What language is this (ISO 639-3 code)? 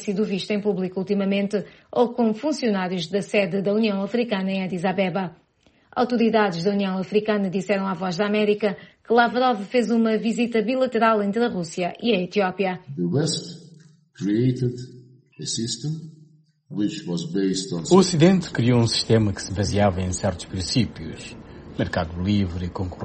por